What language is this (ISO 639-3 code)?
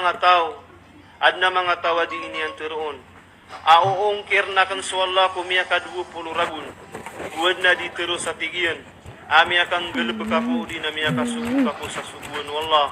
mrw